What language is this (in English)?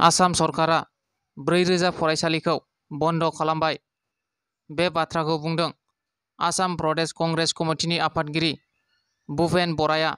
Bodo